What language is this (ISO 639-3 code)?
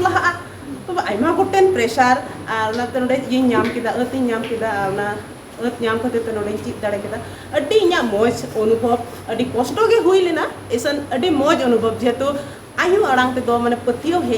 sat